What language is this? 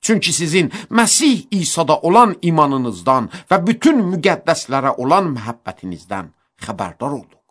Azerbaijani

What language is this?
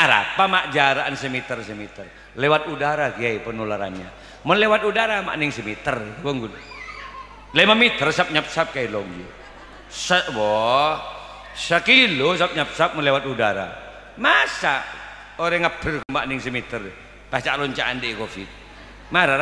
Madurese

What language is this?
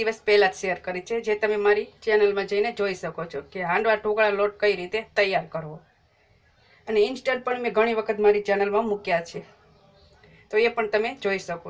Gujarati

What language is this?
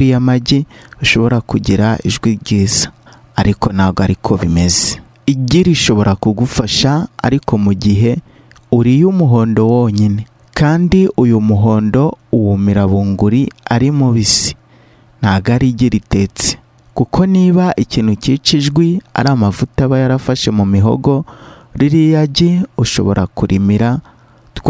Kinyarwanda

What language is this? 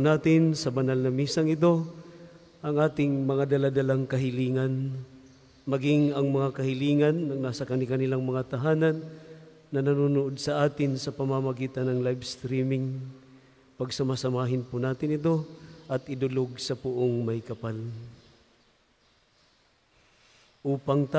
Filipino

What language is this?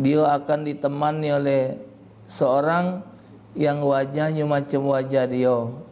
Musi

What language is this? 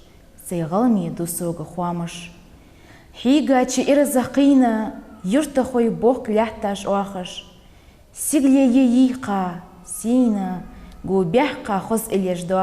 Ingush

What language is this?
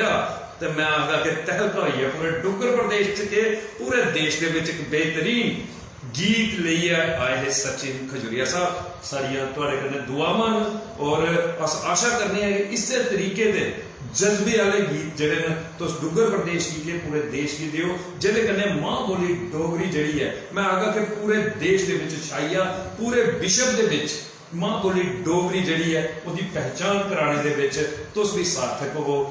Dogri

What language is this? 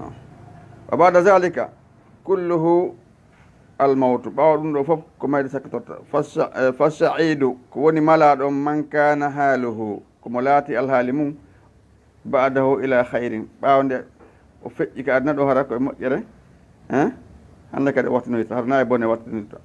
Fula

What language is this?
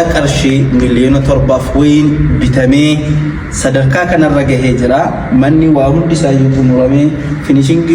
Oromo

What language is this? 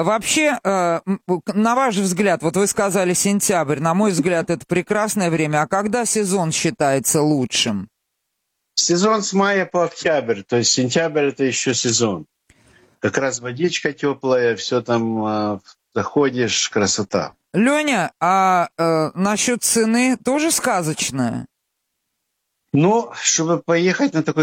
Russian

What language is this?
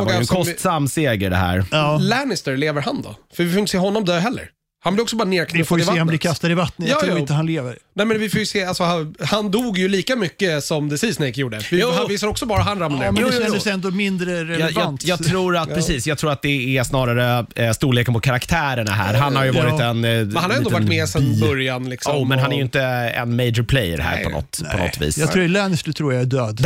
Swedish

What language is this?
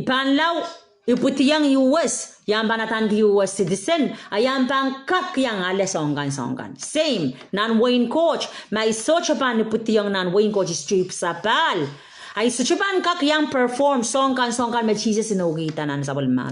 Pohnpeian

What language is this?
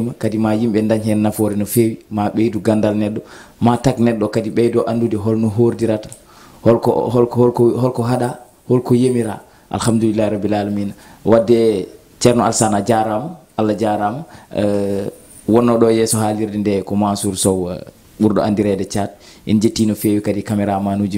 Fula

